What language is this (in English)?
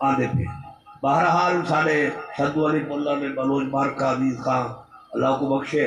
Saraiki